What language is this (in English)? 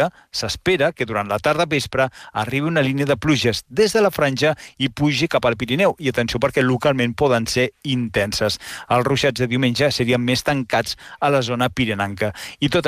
Catalan